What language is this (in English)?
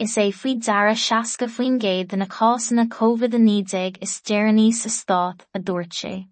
Irish